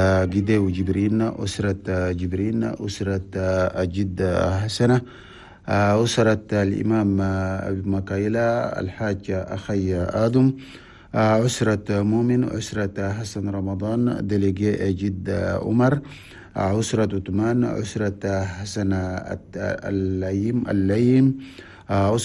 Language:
Chadian Arabic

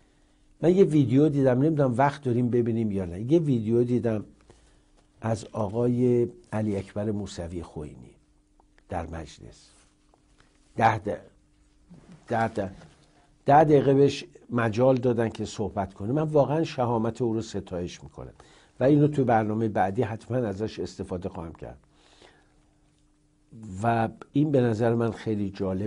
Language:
Persian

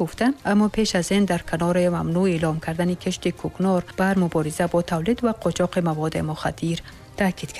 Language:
Tajik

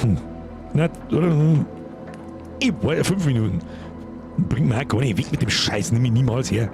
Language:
Bavarian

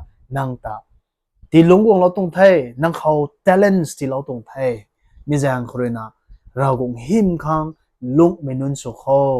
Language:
Rongmei Naga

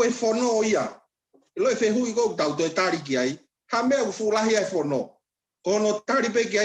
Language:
Tongan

